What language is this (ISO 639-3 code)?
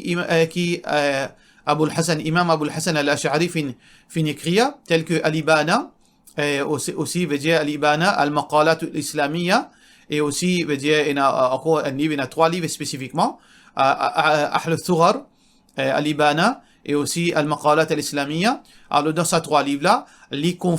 mfe